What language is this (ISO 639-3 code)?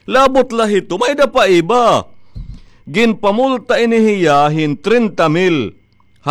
war